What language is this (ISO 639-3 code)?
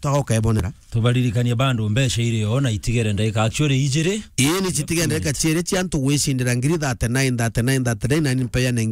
mer